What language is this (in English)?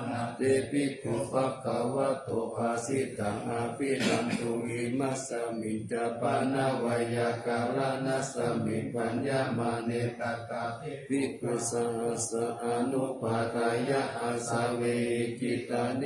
Pali